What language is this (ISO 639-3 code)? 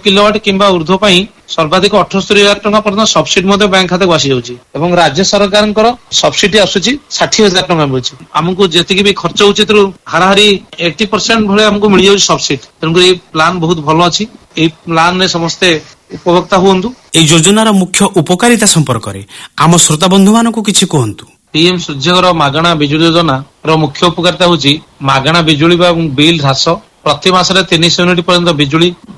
ori